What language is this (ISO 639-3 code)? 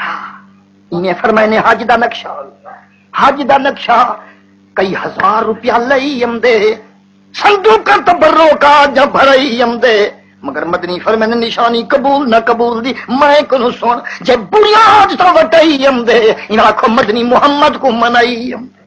skr